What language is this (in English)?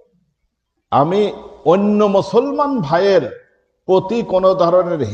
Bangla